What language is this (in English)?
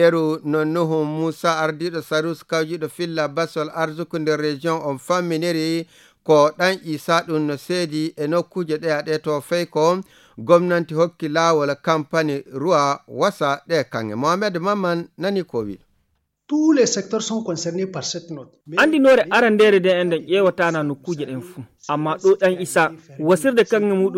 Nigerian Fulfulde